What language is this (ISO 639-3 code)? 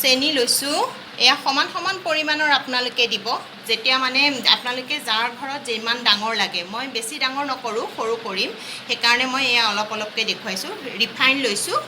asm